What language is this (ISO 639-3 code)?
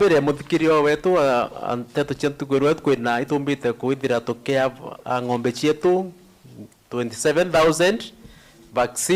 mer